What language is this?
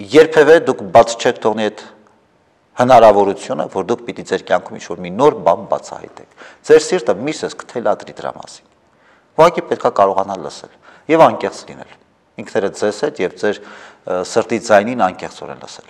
Armenian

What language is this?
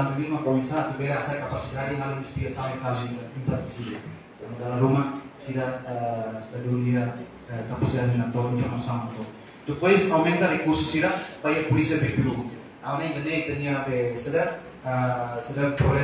Tetum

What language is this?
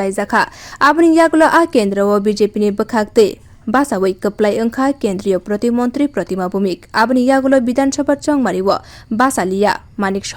Kok Borok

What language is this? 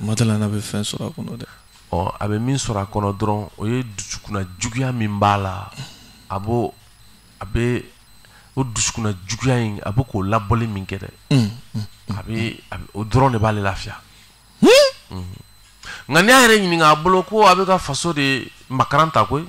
Bambara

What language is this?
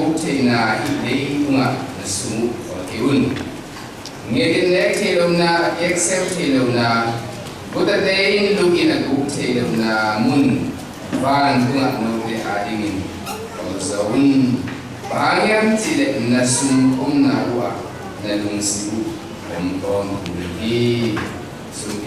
Tedim Chin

